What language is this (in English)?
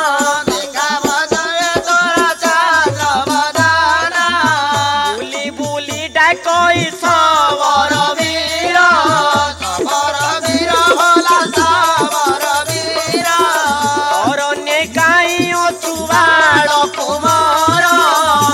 Odia